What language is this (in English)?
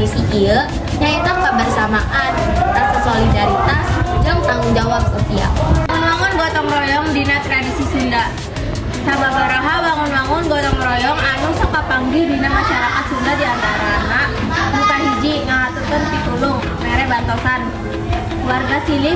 Sundanese